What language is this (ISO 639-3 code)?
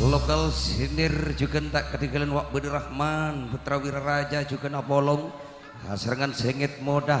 mad